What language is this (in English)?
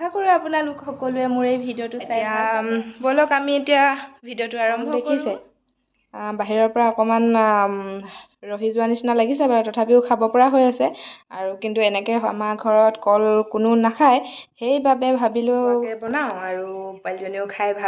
Assamese